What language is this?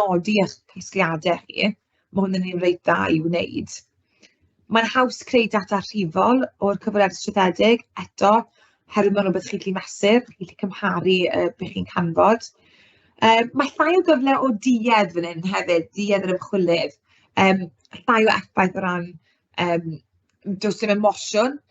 Welsh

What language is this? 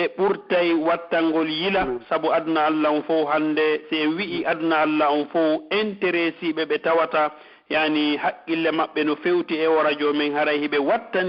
Pular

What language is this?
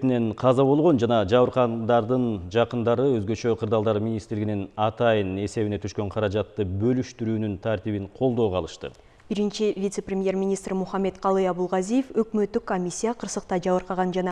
Kyrgyz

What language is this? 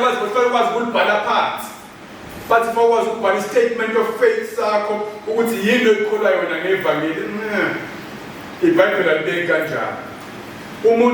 Zulu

